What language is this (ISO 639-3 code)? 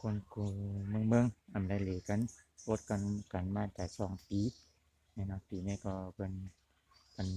shn